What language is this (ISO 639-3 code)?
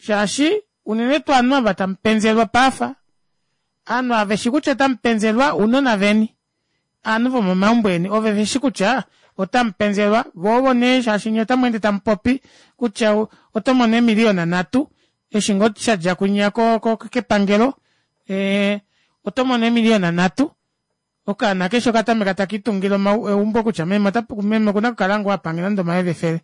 kua